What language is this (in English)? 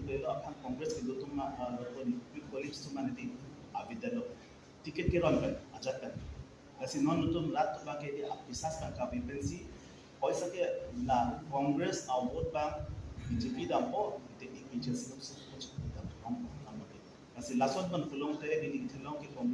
Karbi